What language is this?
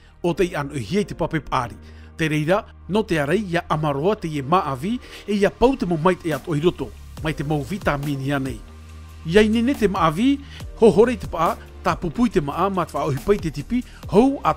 Tahitian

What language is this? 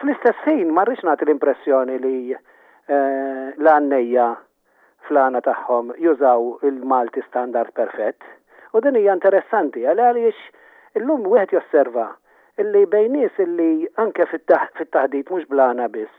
Maltese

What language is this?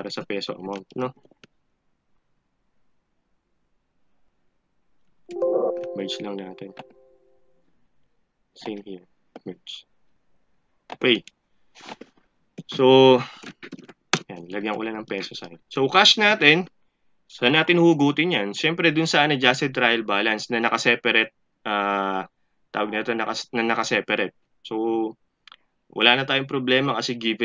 Filipino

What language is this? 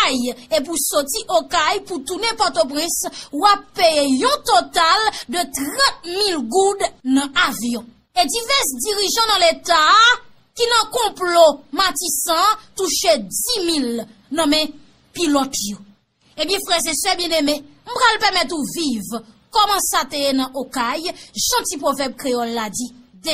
Haitian Creole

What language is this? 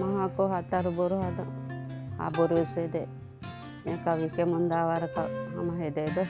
Divehi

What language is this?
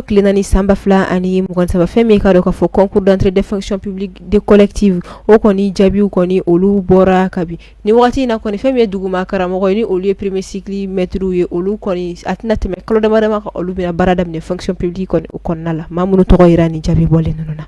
Bambara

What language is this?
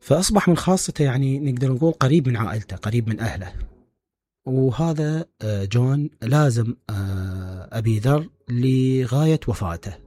Mesopotamian Arabic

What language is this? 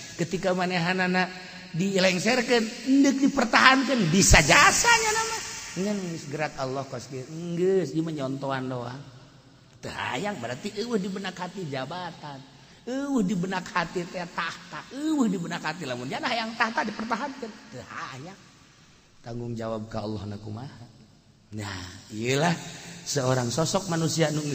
Sundanese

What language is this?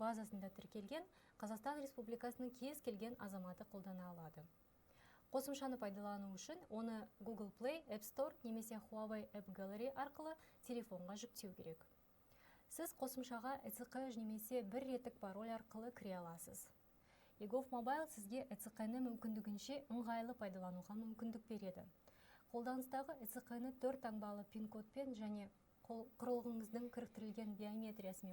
Kazakh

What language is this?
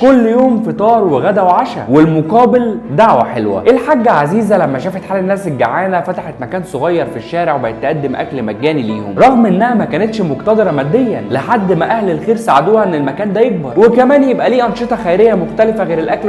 Egyptian Arabic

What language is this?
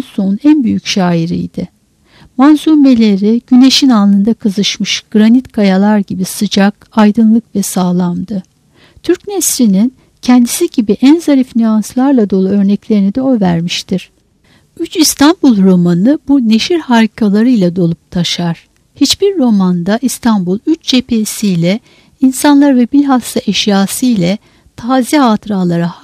Turkish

